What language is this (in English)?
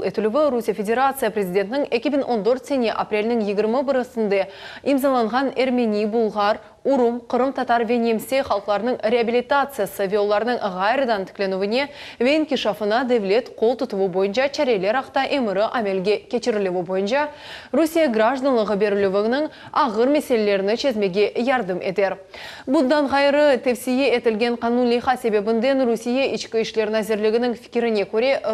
Crimean Tatar